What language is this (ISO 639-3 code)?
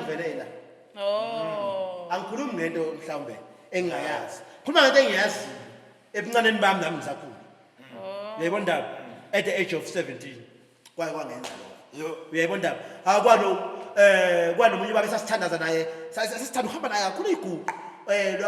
zul